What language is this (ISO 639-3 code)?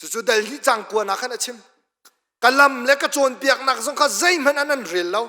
cnh